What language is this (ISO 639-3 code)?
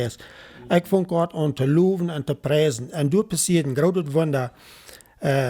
pdt